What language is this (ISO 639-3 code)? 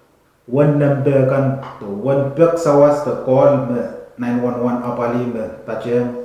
pon